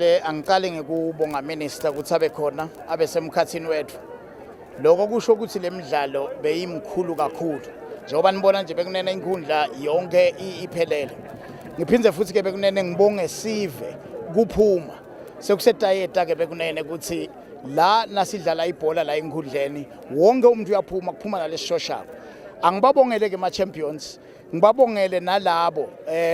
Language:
Swati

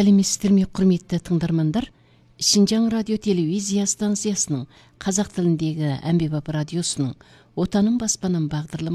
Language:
Kazakh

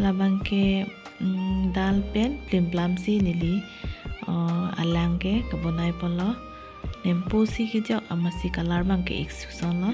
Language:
Karbi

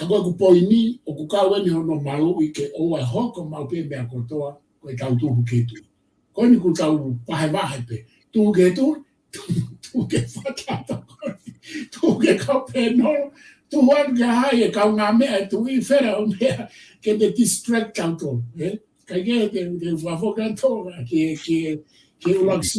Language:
Tongan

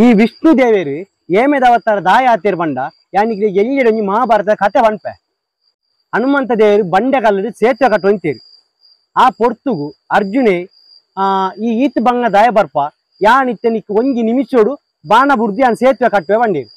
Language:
Tulu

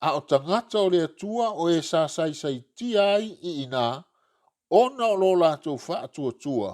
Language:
Samoan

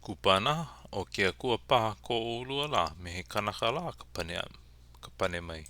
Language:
Hawaiian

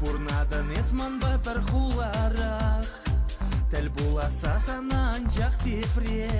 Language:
Chuvash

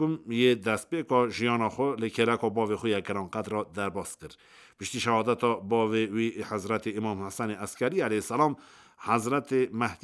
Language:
Kurdish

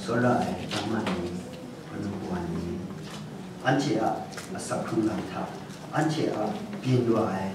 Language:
Kachin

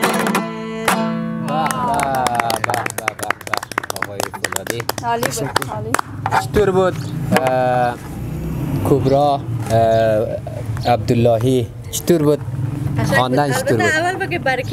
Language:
Persian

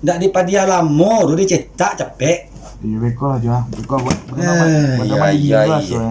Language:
Minangkabau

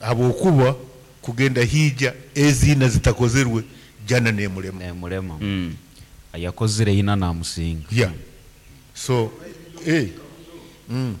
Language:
Nyoro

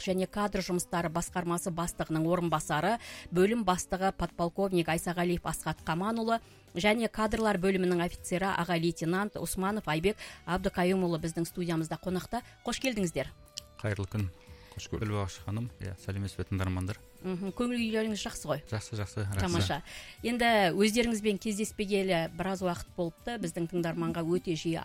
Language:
Kazakh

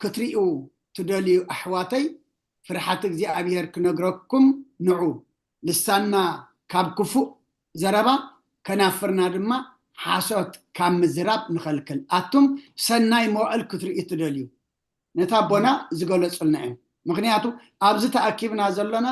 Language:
Tigrinya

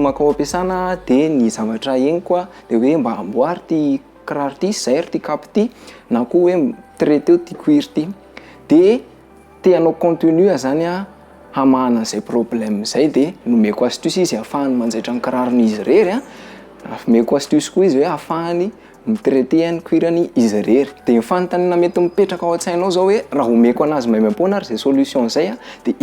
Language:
Malagasy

